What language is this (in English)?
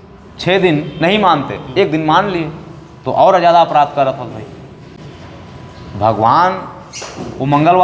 Chhattisgarhi